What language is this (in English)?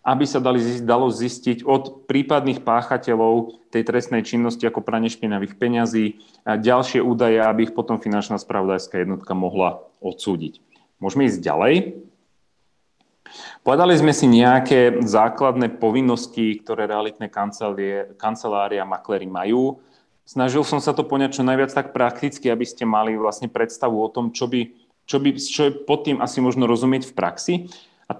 Slovak